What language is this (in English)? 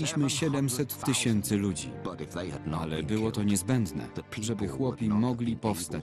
Polish